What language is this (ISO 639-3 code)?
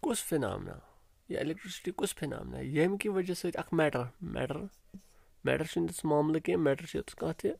kas